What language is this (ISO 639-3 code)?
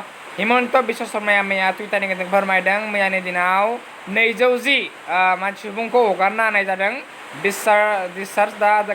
brx